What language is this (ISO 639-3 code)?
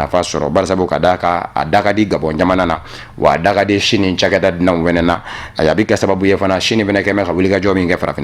bam